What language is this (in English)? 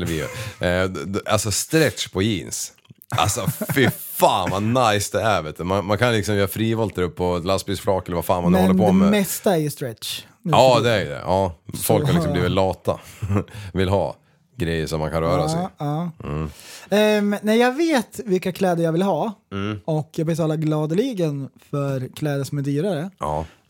Swedish